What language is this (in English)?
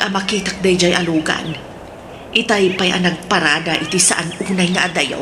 Iloko